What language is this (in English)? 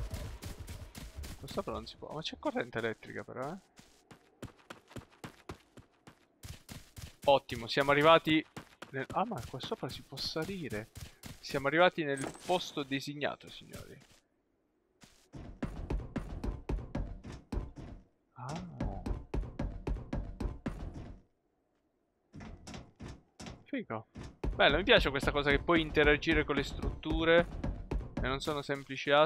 Italian